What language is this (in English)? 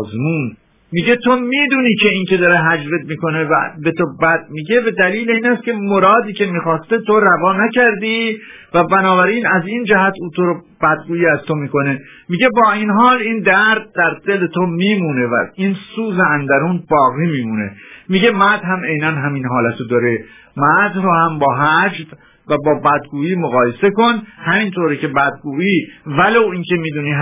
Persian